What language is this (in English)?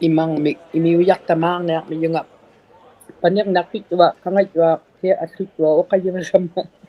Inuktitut